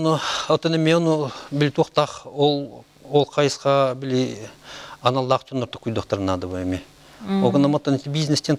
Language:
Yakut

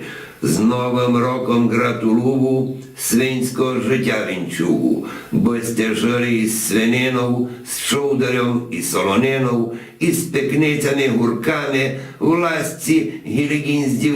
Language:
Rusyn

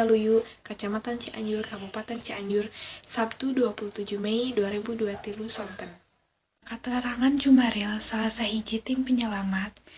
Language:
Sundanese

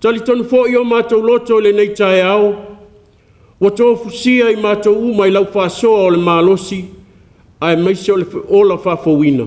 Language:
Samoan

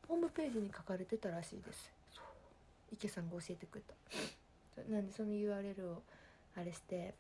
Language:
Japanese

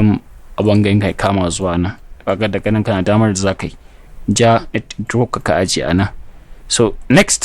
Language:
Hausa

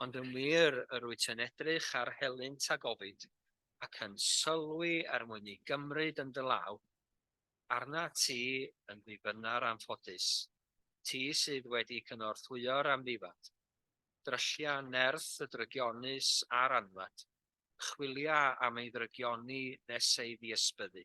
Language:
Welsh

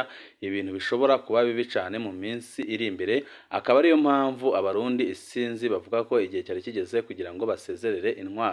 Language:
Rundi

